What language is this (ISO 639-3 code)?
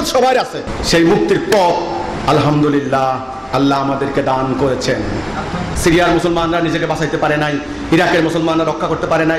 ben